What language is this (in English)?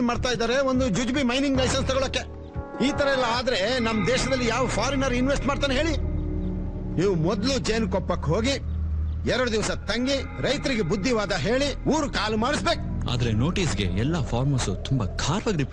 Kannada